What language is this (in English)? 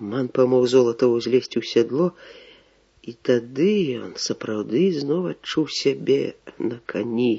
Belarusian